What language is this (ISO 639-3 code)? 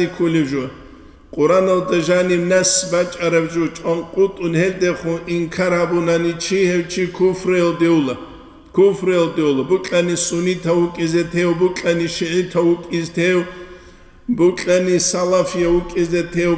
ava